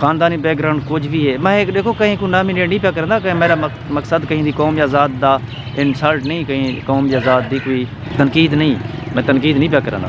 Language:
Saraiki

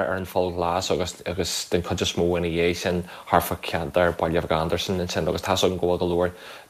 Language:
Irish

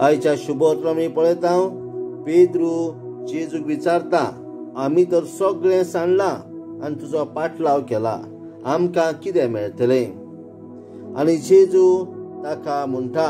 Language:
Konkani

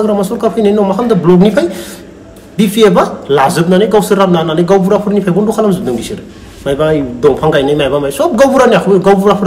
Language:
Bodo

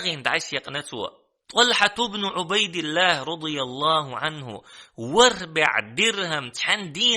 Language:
Chechen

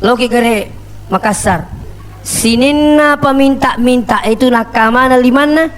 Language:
Buginese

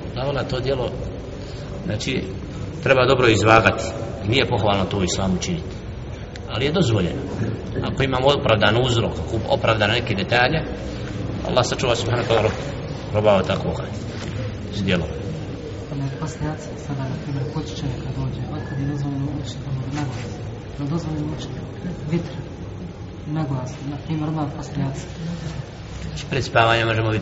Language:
Bosnian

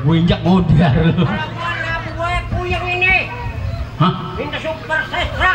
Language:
Betawi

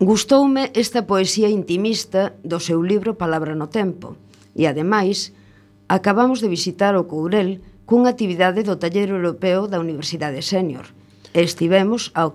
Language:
Galician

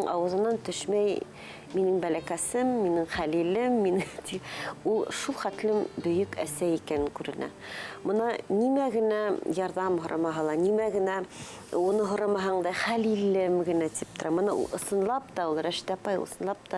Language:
Bashkir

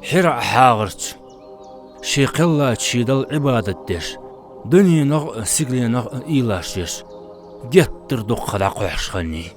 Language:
Ingush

